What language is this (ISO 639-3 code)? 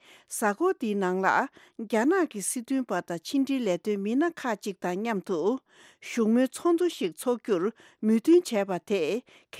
bod